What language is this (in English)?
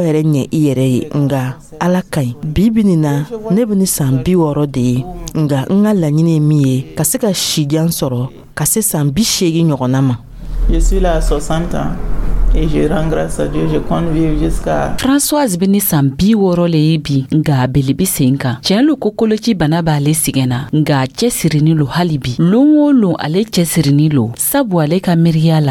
Dyula